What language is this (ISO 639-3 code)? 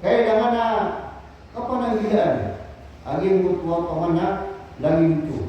mrw